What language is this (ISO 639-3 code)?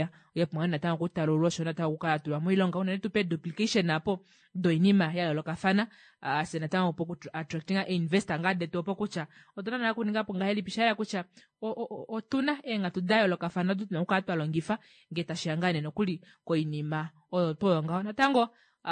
kua